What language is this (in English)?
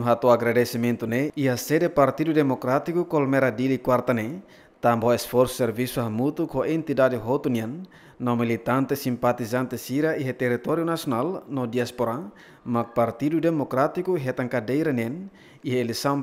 Tetum